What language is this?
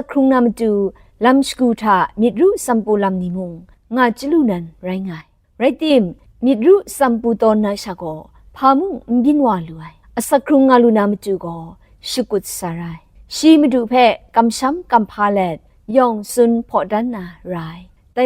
Kachin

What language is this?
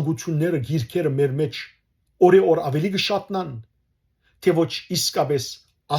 Western Armenian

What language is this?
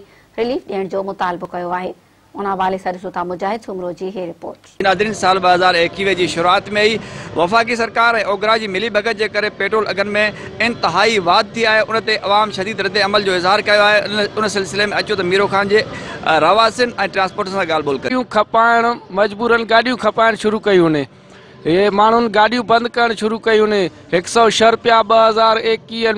Sindhi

